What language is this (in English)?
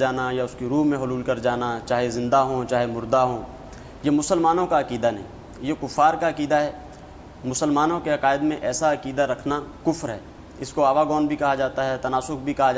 Urdu